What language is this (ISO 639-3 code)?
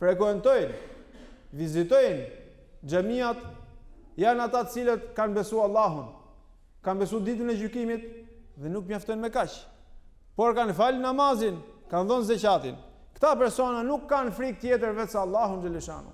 sqi